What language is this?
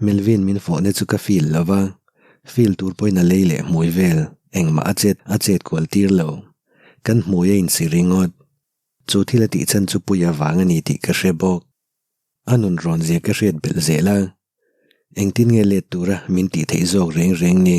Mizo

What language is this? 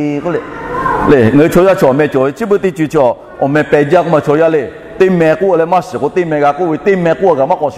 Lahu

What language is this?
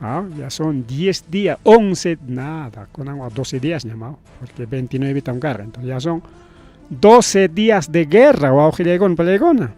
Ayacucho Quechua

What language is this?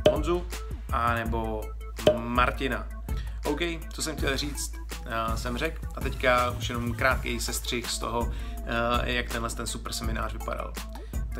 Czech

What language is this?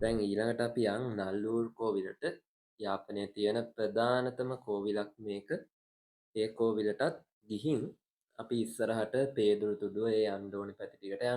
Sinhala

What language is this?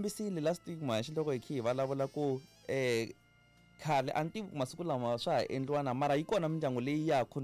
Tsonga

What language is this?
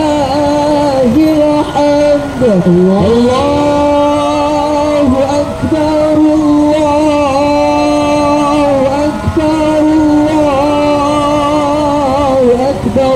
Batak Mandailing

